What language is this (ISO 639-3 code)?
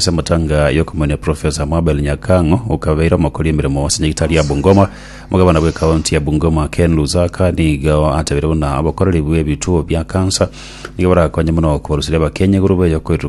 guz